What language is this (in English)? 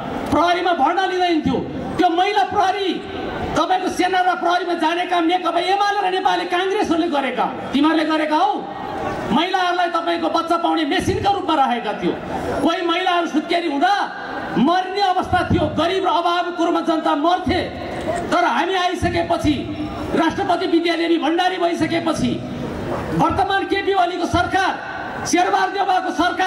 Nepali